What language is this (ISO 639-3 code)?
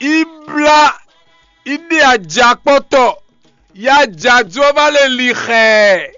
fon